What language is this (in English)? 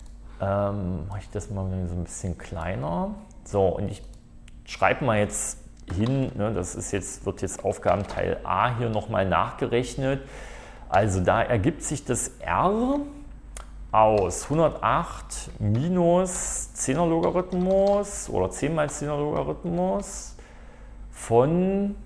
German